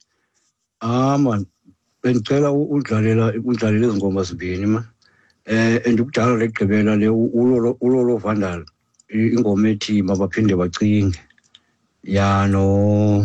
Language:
Xhosa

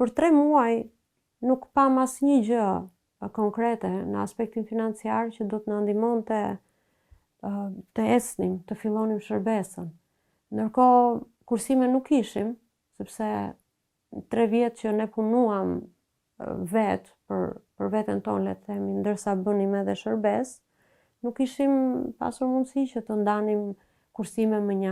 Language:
Albanian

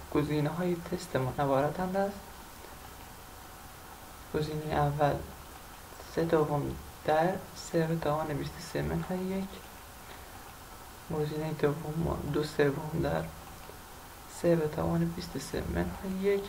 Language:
Persian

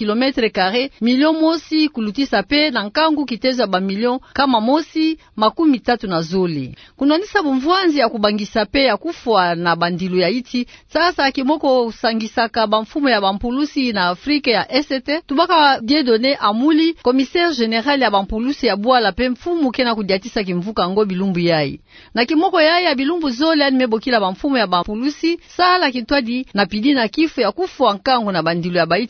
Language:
Kituba (Democratic Republic of Congo)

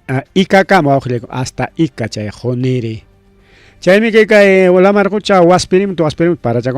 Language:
Ayacucho Quechua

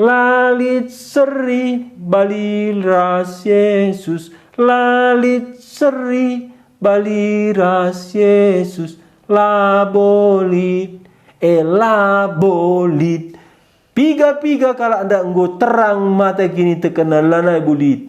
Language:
Batak Karo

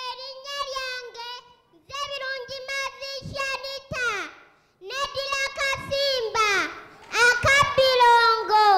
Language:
Ganda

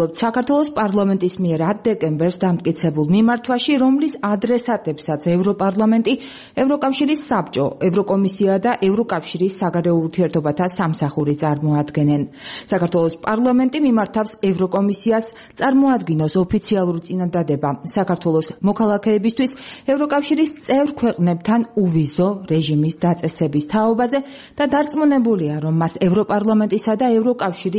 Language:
Georgian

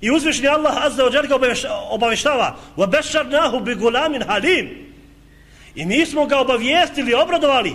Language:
Bosnian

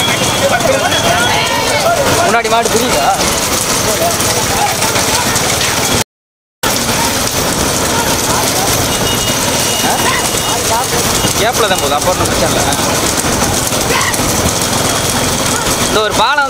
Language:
Tamil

